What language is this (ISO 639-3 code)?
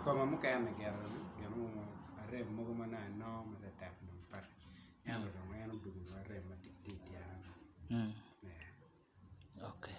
ach